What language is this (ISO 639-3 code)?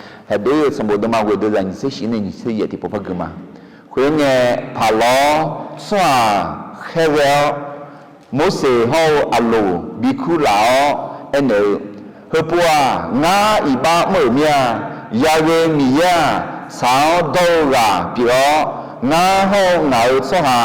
ahk